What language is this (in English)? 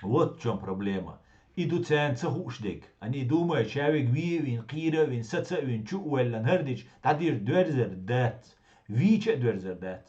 Chechen